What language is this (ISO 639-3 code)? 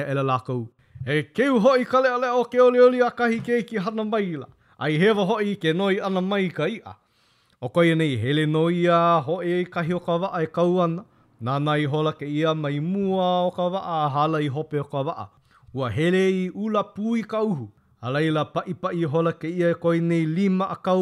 haw